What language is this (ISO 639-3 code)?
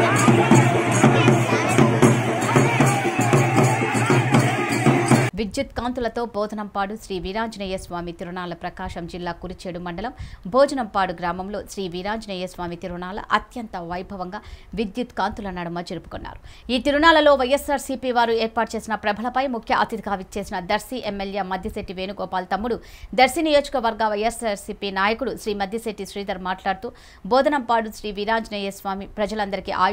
tel